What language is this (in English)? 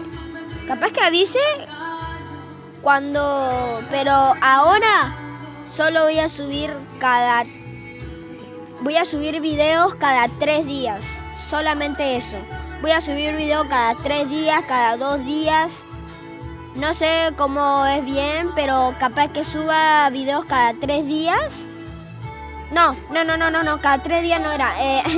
Spanish